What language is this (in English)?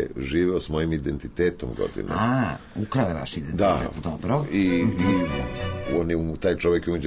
Serbian